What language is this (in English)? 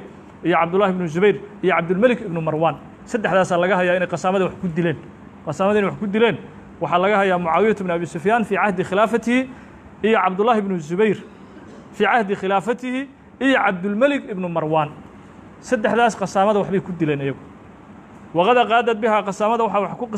Somali